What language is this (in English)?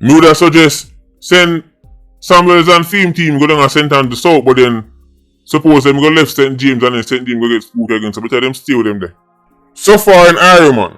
Jamaican Creole English